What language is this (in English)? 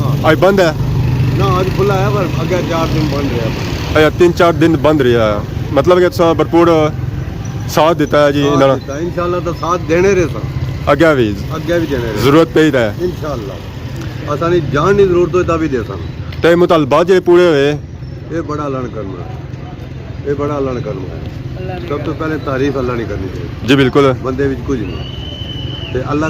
Pahari-Potwari